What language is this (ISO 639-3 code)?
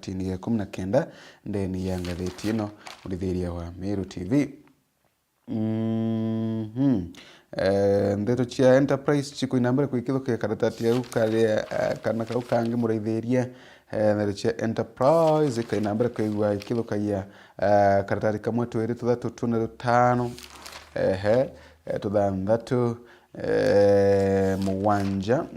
mer